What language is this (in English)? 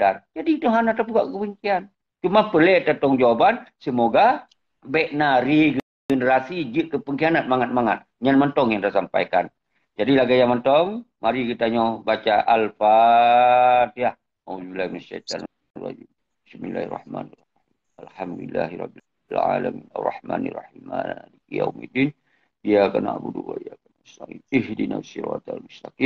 Achinese